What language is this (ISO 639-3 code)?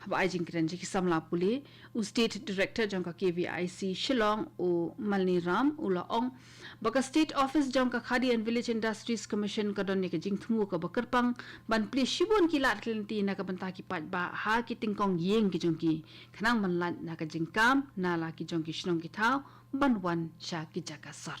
kha